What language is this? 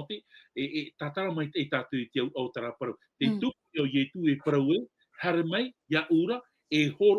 Tahitian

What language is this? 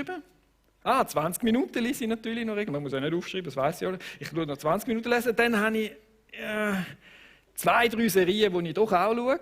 Swiss German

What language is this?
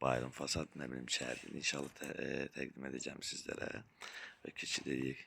Azerbaijani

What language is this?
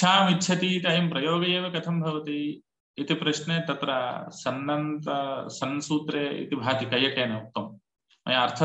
Sanskrit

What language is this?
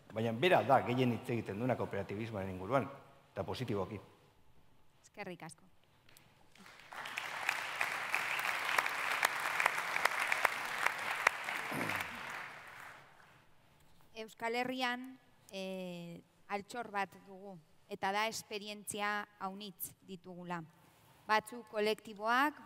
Basque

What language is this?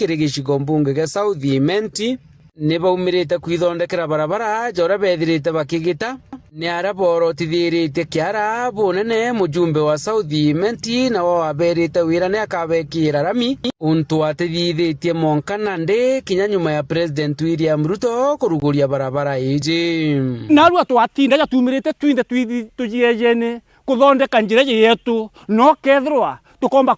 Meru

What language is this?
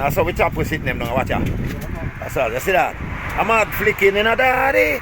Jamaican Creole English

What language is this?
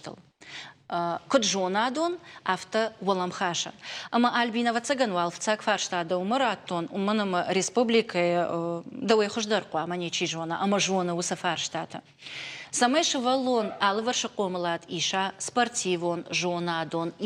Ossetic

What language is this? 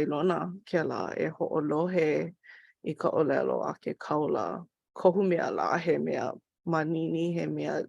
Hawaiian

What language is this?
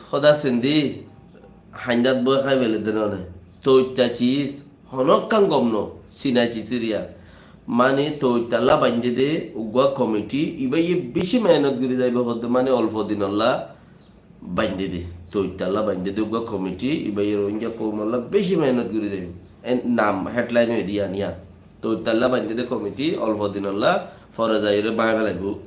Rohingya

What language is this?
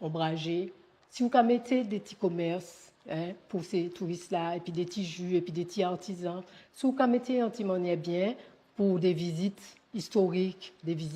Guadeloupean Creole French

